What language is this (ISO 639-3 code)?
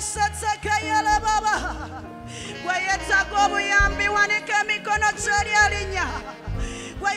lug